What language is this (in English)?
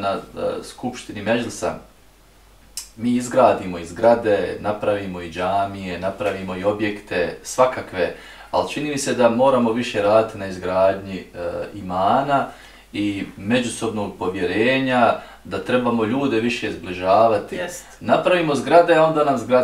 Bosnian